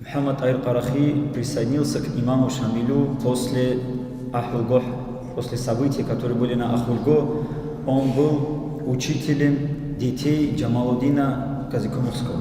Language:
Avaric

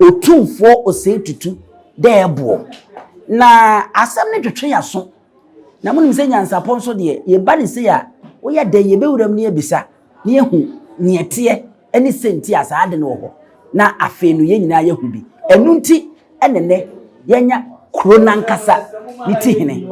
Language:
Akan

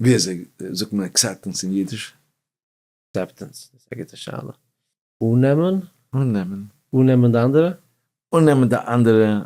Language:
Yiddish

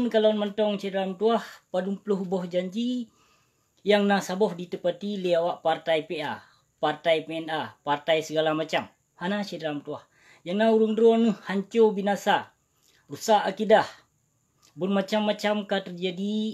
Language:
Achinese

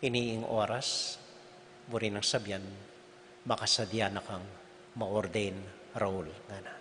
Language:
Pampanga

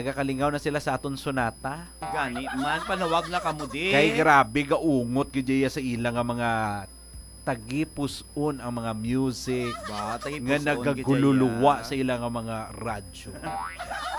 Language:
Hiligaynon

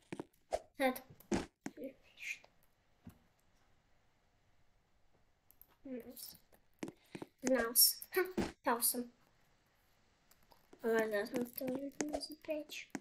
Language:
Croatian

